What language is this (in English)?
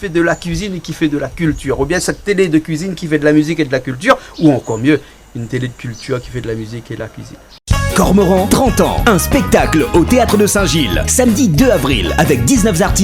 Réunion Creole French